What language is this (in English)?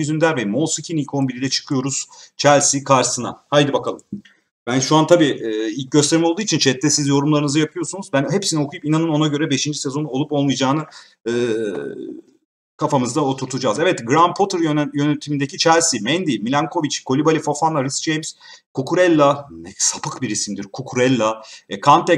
Turkish